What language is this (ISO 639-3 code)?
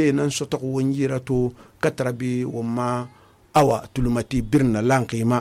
sus